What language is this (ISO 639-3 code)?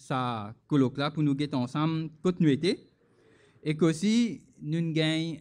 mfe